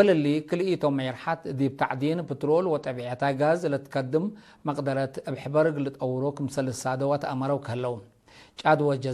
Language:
Tigre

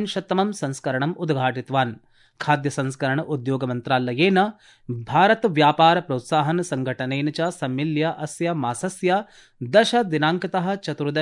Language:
Sanskrit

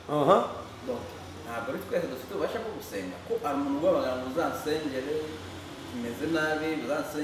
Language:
Kinyarwanda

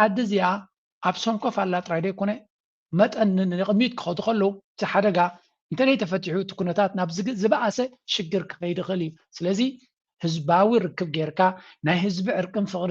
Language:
Tigrinya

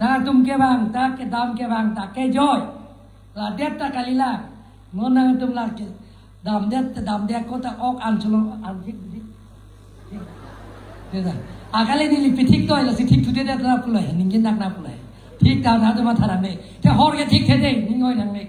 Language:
Karbi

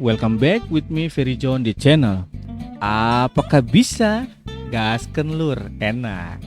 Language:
Ambonese Malay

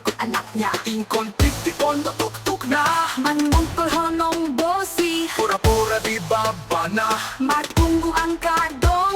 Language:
Batak Toba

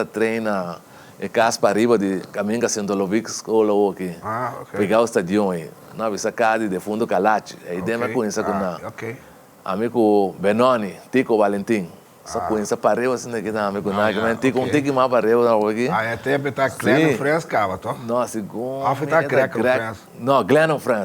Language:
Papiamento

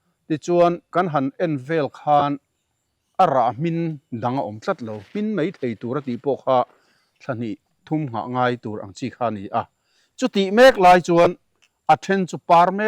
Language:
Mizo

